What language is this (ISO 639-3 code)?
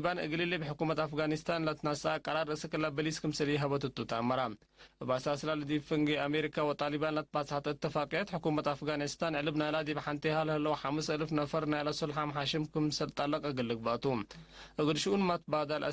tig